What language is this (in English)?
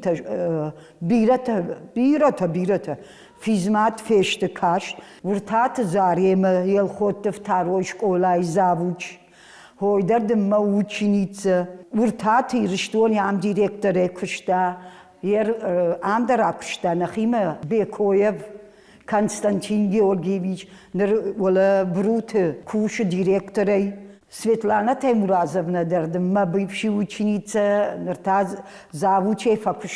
Ossetic